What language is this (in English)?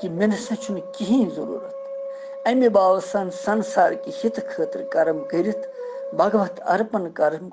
Kashmiri